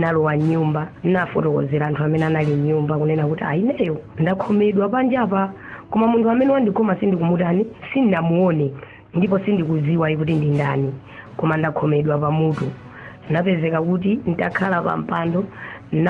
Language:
Nyanja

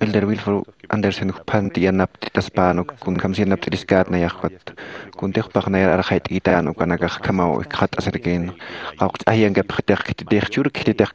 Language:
Aymara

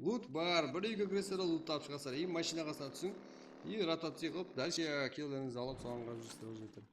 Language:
Kara-Kalpak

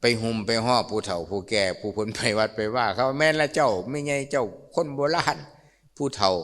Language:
Lao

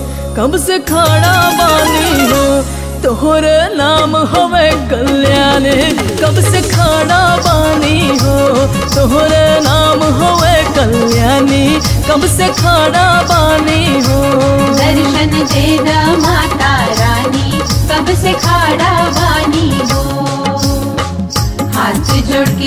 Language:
Bhojpuri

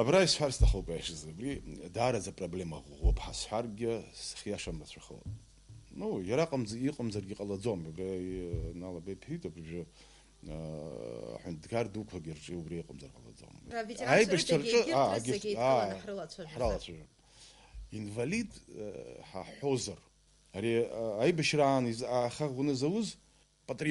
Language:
Abkhazian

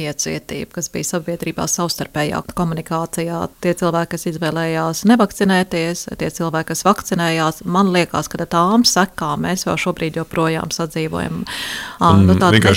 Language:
Latvian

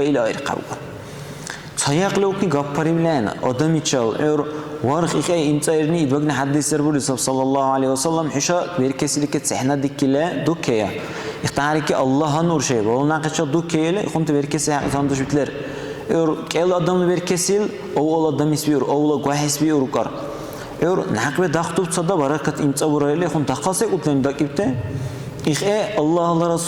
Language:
Dargwa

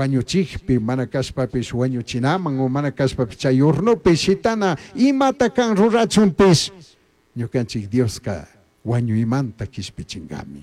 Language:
Chimborazo Highland Quichua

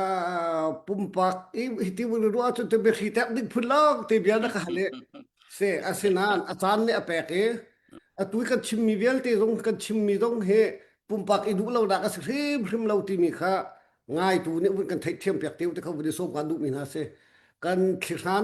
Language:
Hakha Chin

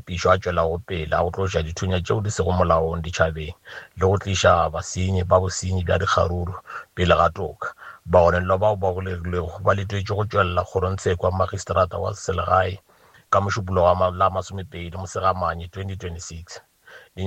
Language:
Northern Sotho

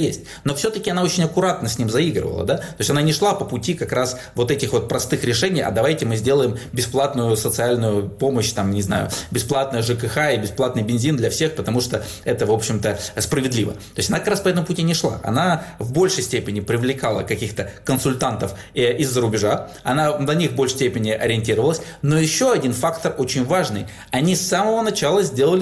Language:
Russian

